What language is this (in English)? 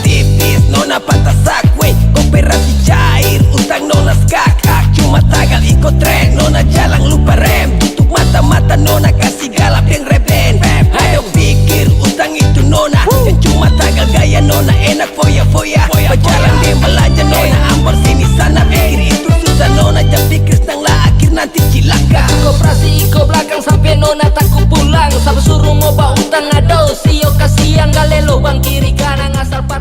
Ambonese Malay